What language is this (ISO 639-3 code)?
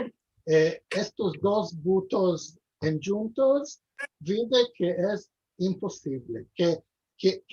lad